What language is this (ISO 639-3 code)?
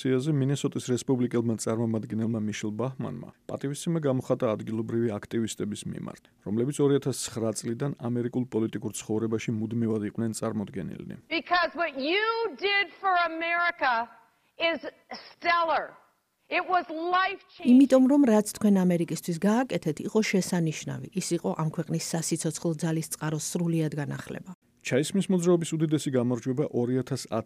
kat